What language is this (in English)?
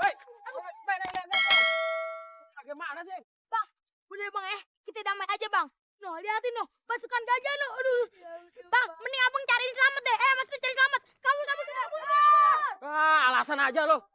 Betawi